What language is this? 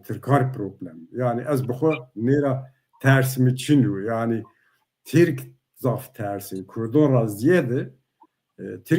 Zaza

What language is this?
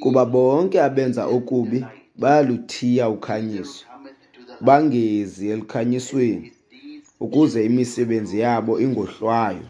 Xhosa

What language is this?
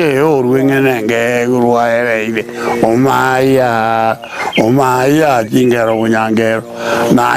Gusii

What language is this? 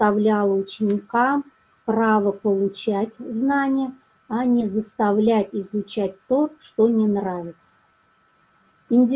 Russian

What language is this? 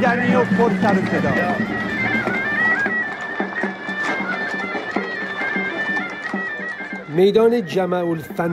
Persian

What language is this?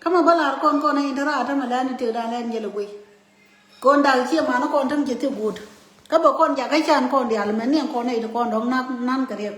Nuer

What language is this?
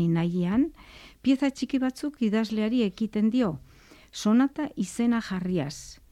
Basque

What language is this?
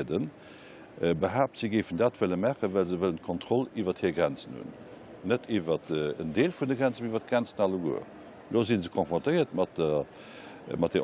Luxembourgish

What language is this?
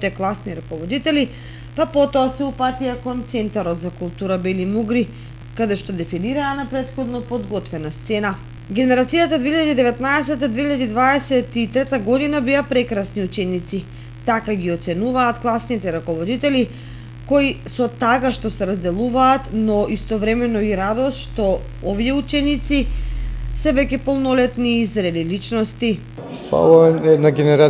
Macedonian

